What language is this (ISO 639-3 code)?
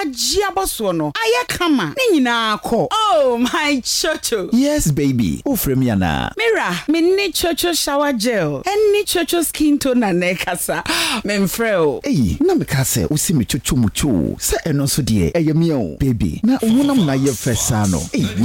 aka